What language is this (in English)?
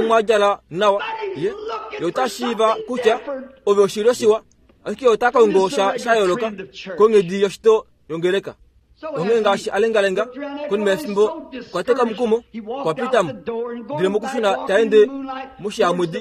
Kuanyama